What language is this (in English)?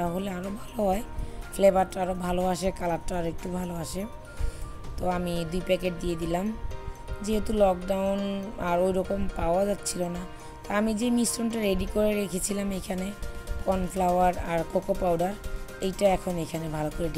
Bangla